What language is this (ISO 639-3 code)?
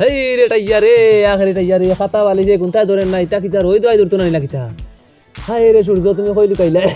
syl